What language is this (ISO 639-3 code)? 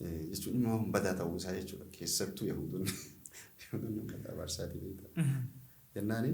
orm